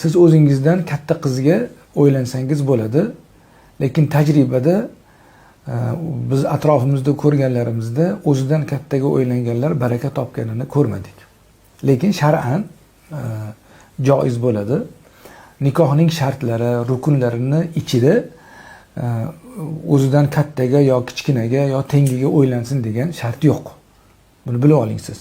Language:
Uzbek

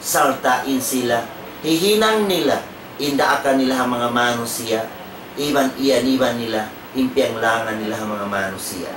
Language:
Tausug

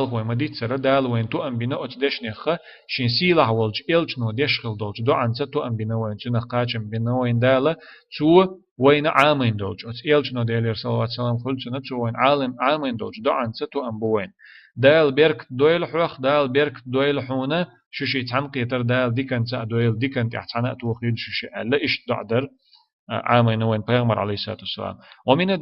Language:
Chechen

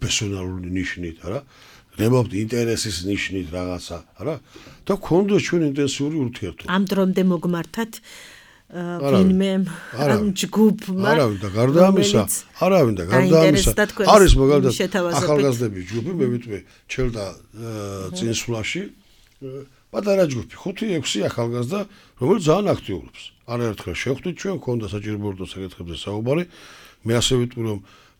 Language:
Georgian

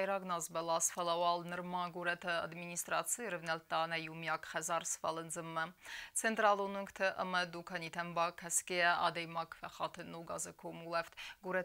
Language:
Ossetic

